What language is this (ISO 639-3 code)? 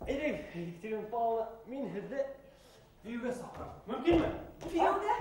bak